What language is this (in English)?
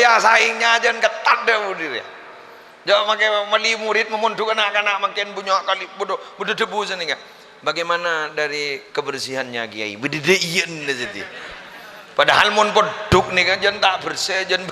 Madurese